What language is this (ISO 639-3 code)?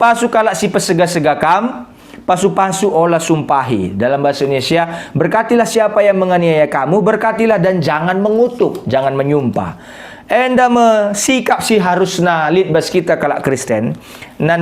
btx